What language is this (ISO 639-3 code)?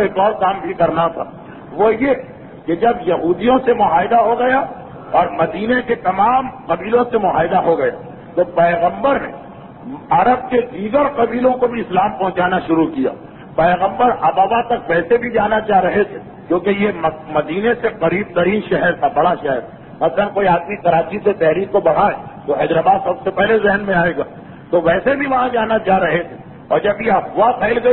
urd